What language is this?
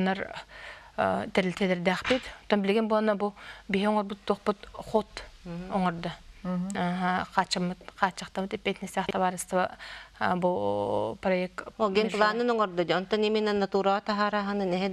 Yakut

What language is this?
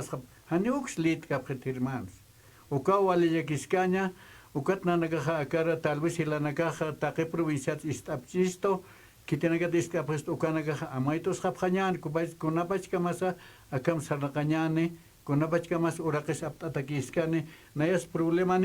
Aymara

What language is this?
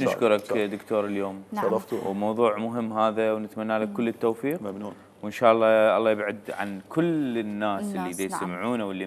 Mesopotamian Arabic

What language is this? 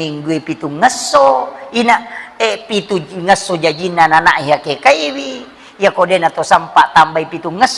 Buginese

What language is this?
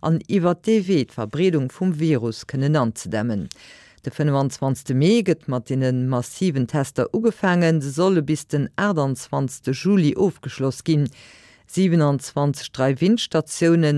Luxembourgish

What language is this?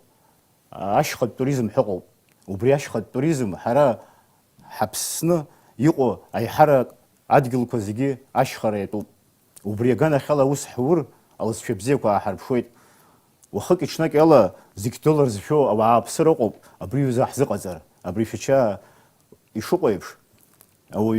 Abkhazian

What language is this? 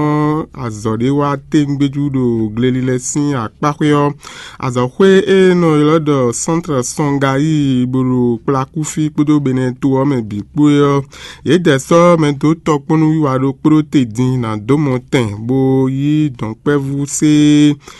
Fon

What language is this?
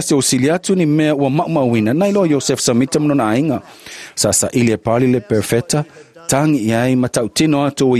Samoan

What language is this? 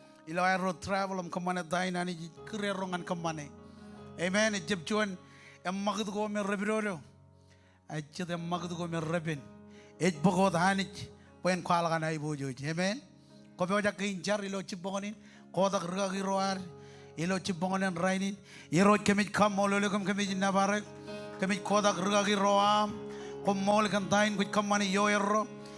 Marshallese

